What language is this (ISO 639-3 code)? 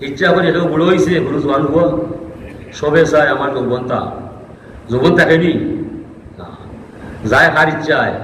syl